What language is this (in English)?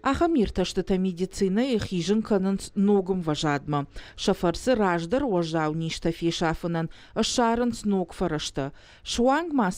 Ossetic